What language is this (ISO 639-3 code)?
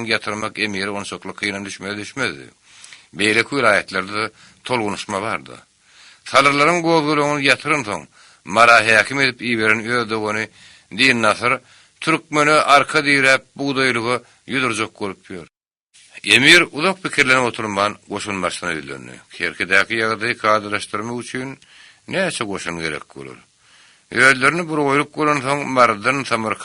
tuk